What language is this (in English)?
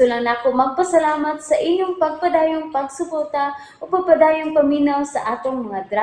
Cebuano